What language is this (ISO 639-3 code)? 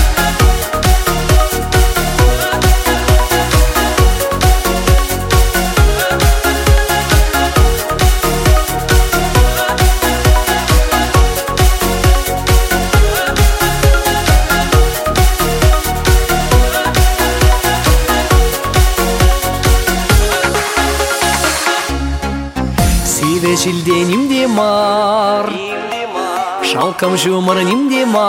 chv